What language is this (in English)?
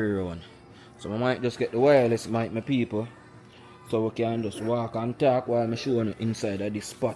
Jamaican Creole English